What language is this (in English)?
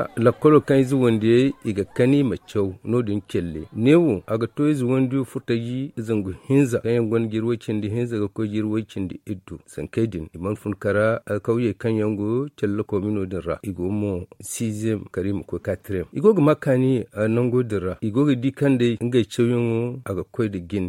Zarma